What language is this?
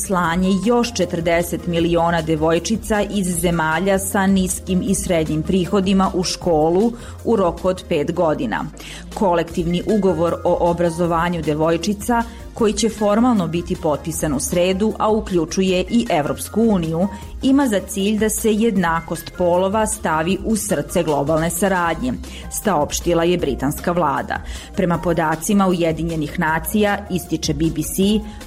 Serbian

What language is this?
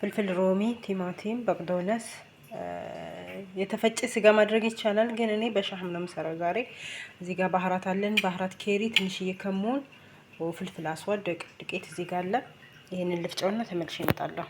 Amharic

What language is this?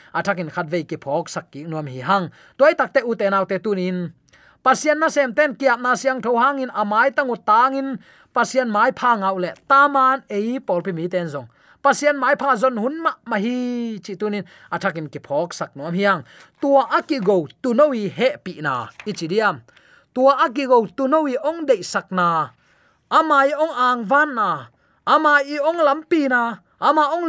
Tedim Chin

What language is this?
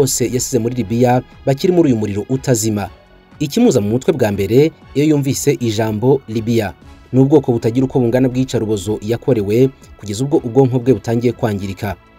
Kinyarwanda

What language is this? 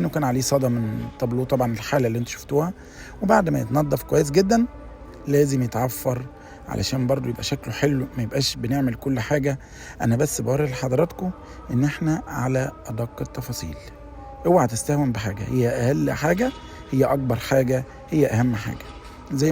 Egyptian Arabic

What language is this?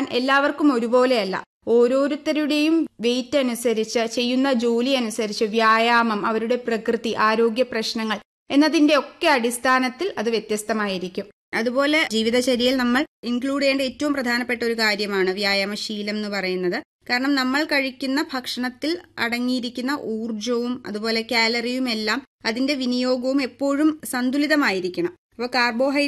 Malayalam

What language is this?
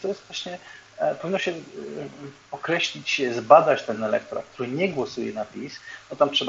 Polish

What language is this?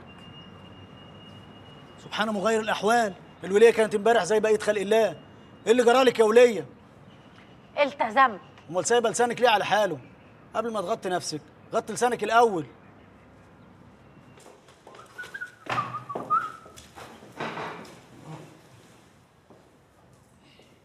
Egyptian Arabic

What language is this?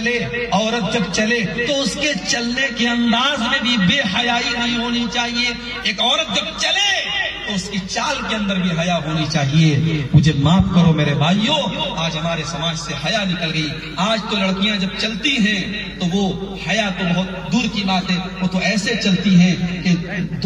Urdu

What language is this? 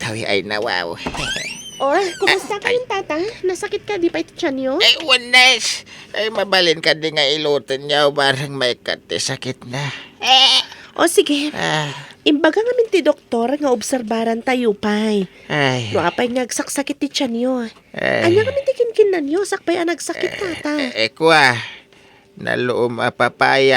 Iloko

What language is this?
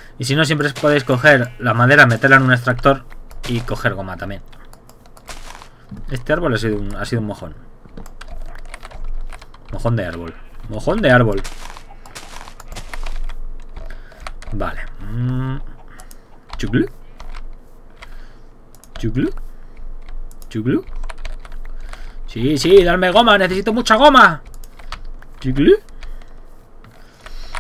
Spanish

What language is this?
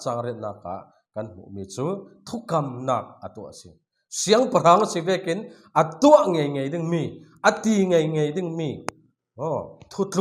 Falam Chin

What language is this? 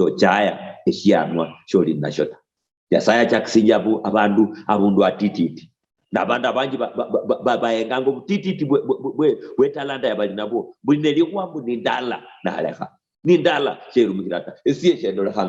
Luyia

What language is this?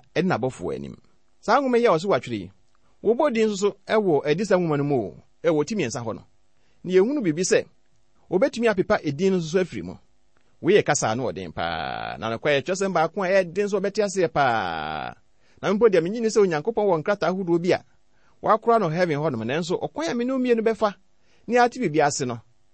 Akan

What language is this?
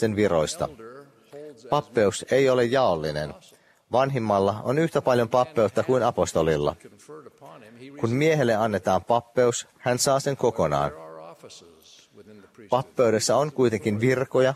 Finnish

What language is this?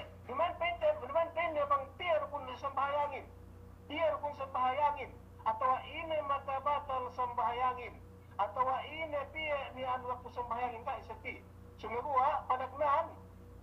Yakan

